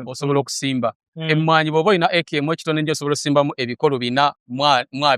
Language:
Ganda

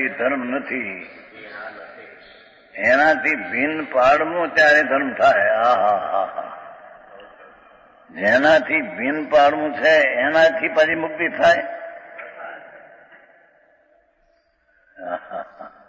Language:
Gujarati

